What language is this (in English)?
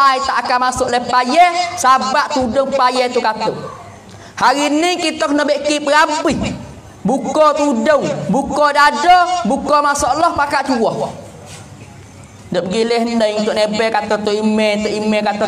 Pattani Malay